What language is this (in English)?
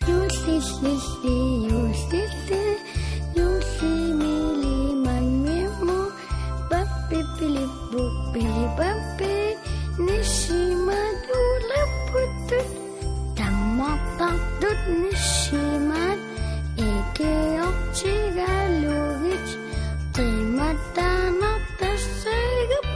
Kalaallisut